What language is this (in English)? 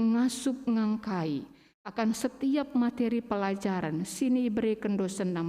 Batak Karo